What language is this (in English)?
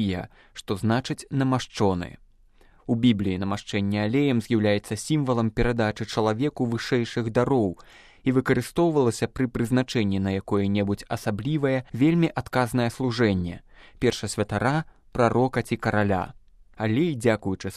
Belarusian